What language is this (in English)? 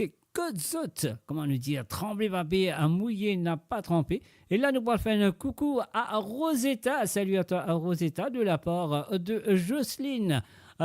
Morisyen